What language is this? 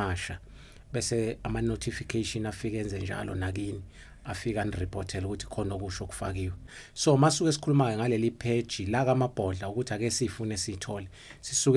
Zulu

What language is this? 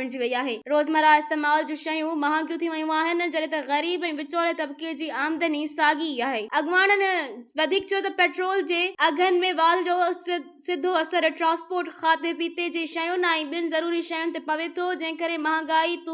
Sindhi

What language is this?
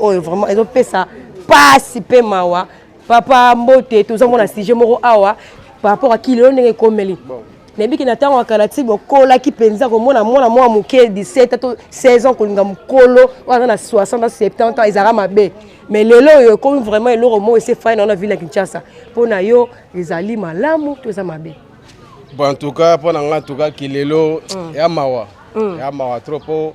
Lingala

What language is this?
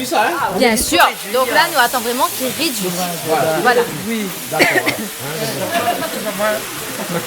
Réunion Creole French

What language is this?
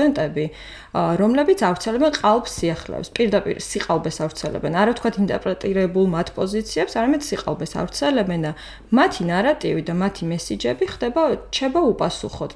Georgian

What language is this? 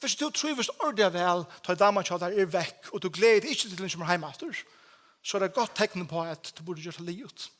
Faroese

